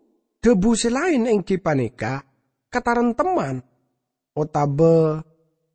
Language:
Madurese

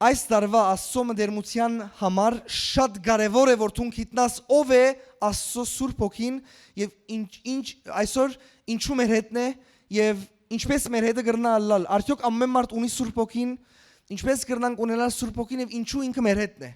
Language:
Western Armenian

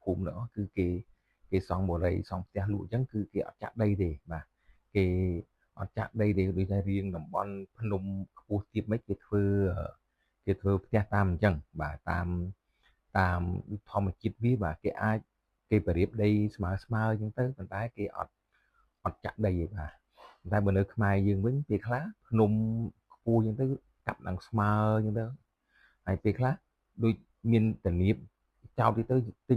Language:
Khmer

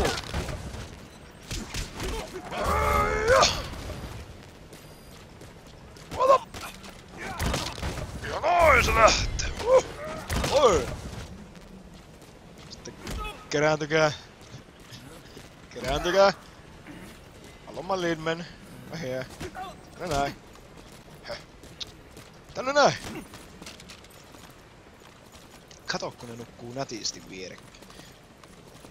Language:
Finnish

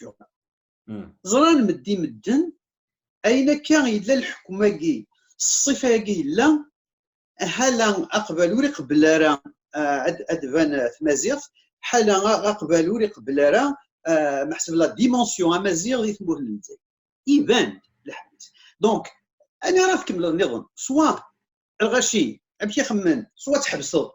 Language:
Kabyle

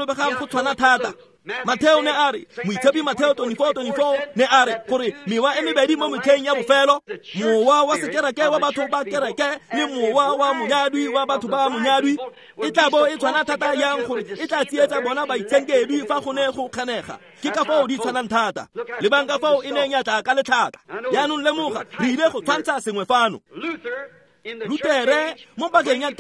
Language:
Tswana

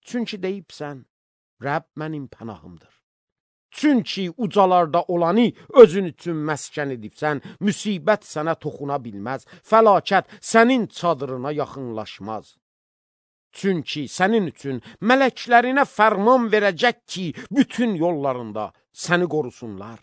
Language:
Azerbaijani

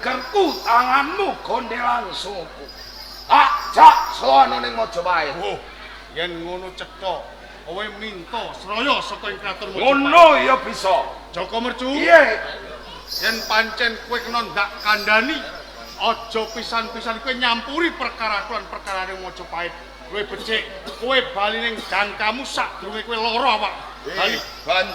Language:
Javanese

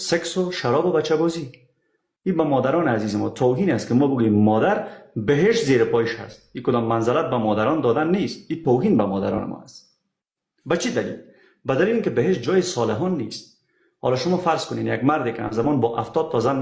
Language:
Persian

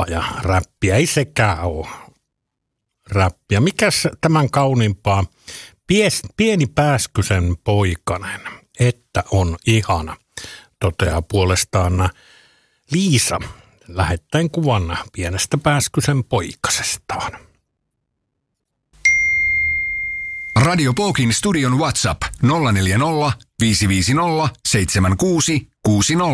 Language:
Finnish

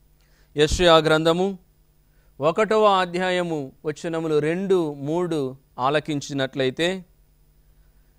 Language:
Telugu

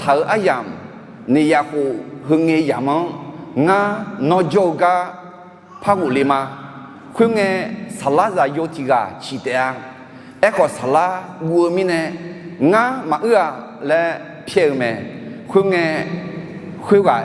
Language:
Akha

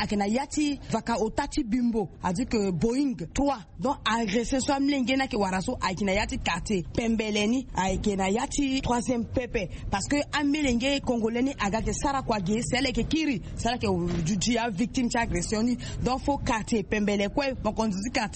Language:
Sango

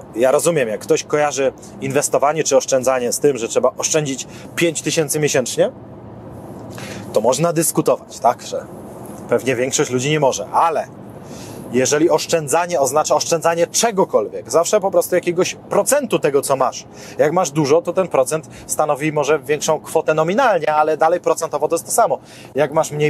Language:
Polish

